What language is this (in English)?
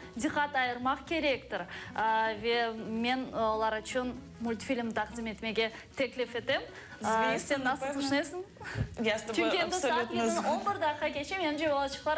Crimean Tatar